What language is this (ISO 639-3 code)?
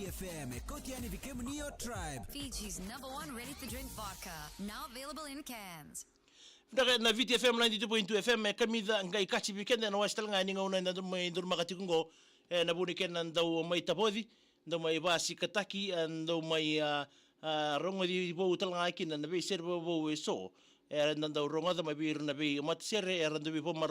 fij